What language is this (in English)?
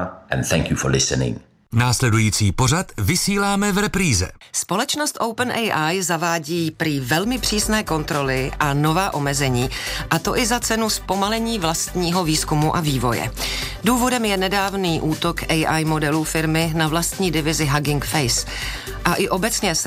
Czech